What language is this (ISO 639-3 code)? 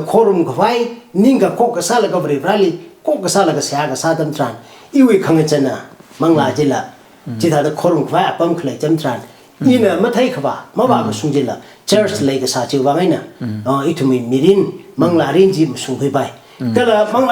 nmf